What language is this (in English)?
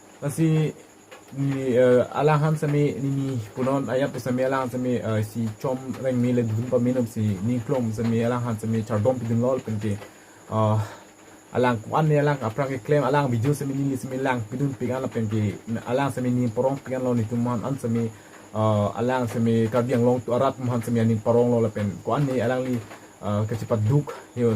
Karbi